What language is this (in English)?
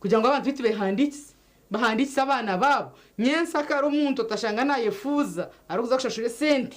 Nyankole